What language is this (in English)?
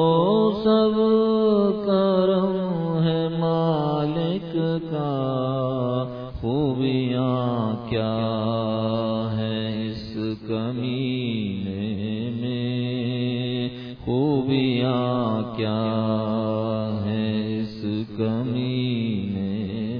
Urdu